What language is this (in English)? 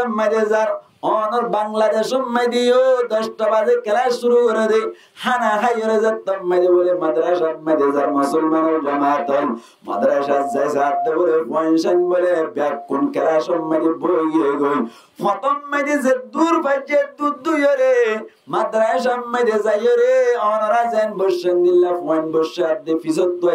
Rohingya